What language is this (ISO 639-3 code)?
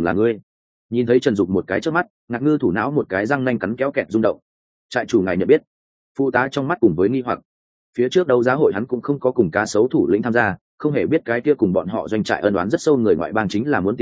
vie